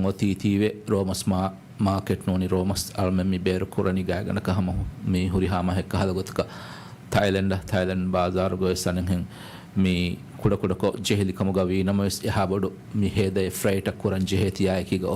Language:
Divehi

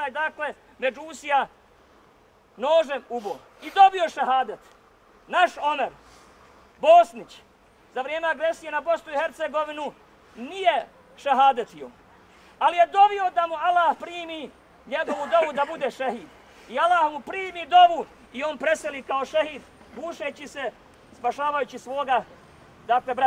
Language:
Bosnian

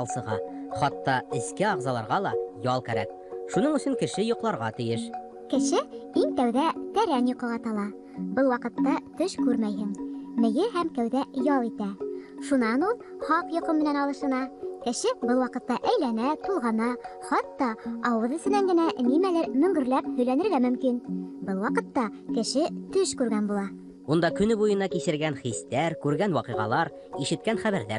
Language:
Bashkir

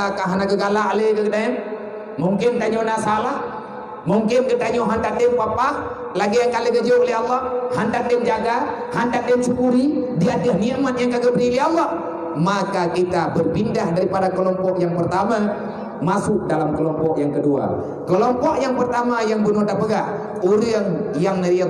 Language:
Achinese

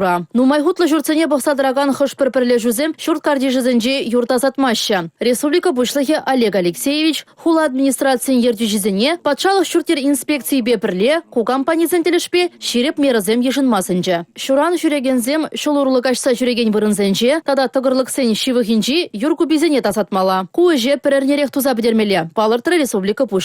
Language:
Chuvash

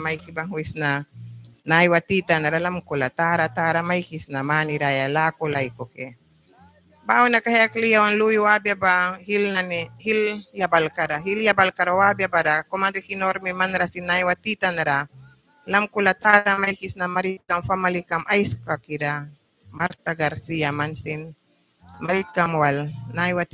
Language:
Mískito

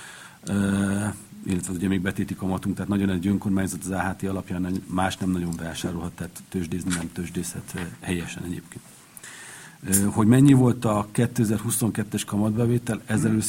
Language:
Hungarian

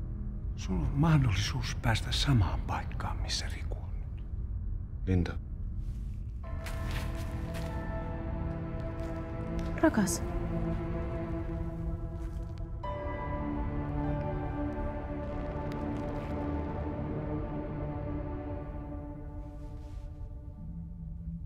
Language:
Finnish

